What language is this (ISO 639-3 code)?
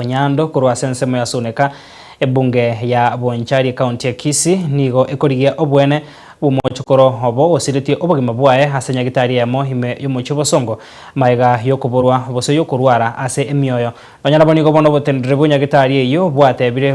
guz